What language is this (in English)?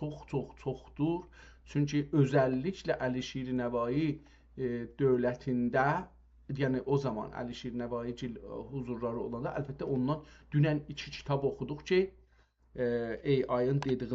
South Azerbaijani